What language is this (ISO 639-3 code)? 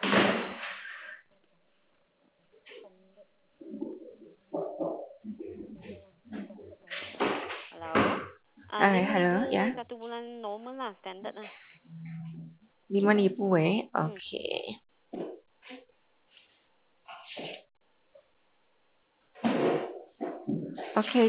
msa